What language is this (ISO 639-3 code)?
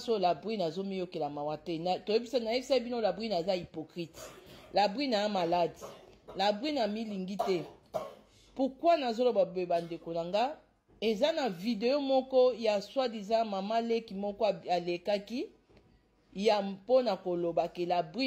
lin